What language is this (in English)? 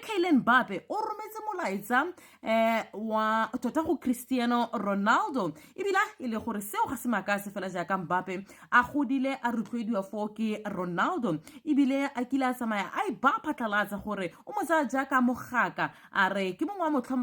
Tswana